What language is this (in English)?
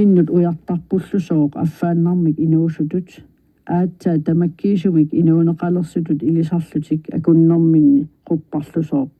Kalaallisut